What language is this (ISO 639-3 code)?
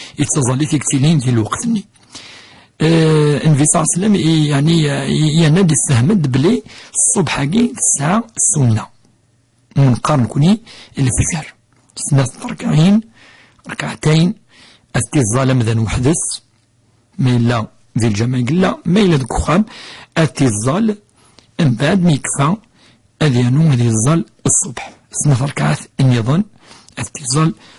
kab